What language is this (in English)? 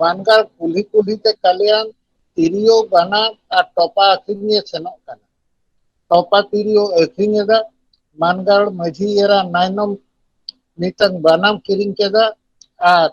Santali